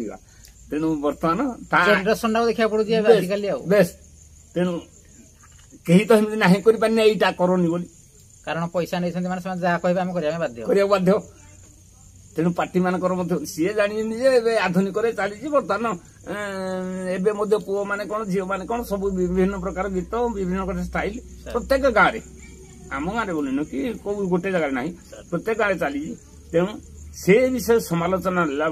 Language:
Odia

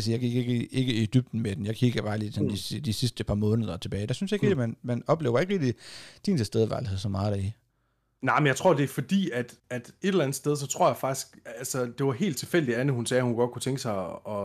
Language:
Danish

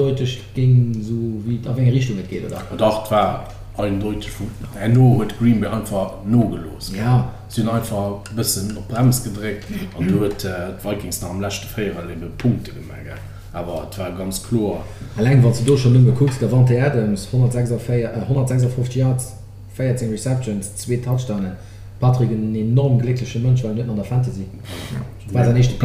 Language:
Luxembourgish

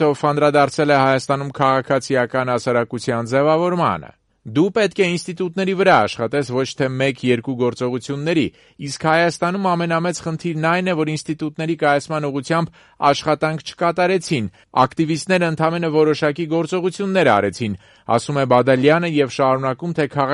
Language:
Armenian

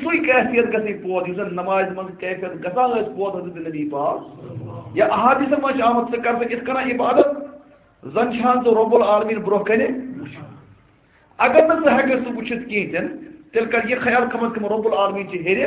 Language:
Kashmiri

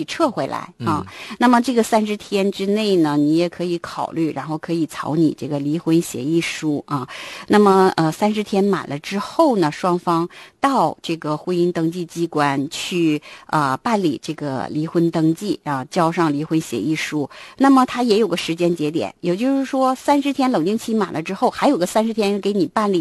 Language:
Chinese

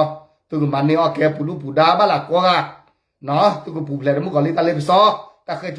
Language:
S'gaw Karen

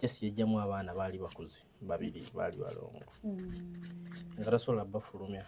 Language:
Ganda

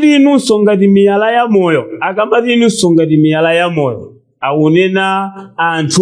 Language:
Nyanja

